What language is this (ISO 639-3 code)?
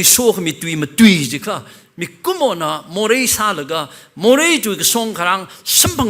nmf